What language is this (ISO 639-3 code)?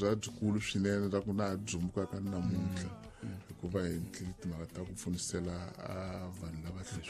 tso